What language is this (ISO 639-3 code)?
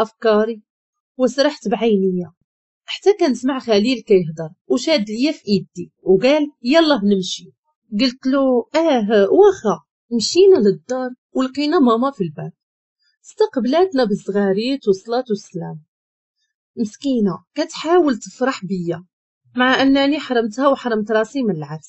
ary